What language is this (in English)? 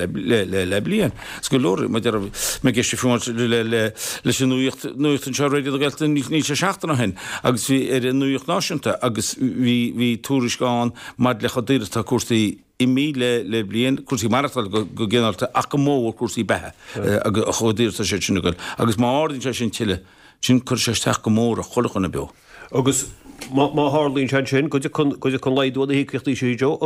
Irish